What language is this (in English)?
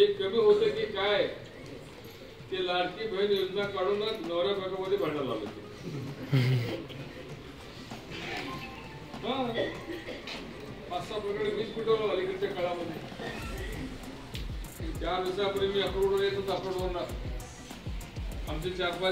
Marathi